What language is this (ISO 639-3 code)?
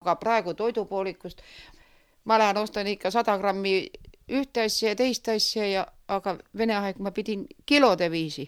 est